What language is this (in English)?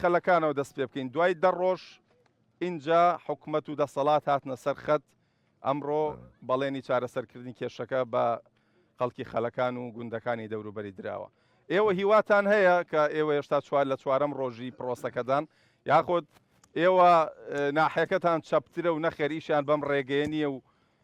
Central Kurdish